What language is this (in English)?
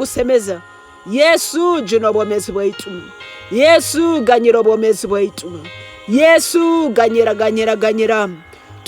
Tooro